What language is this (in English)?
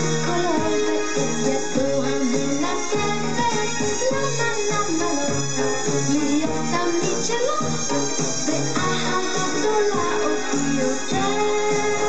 Hebrew